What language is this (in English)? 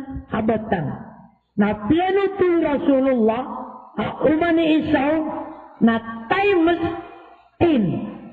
Maranao